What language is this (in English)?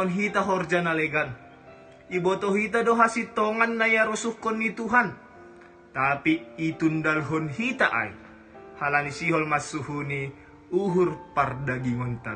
Batak Simalungun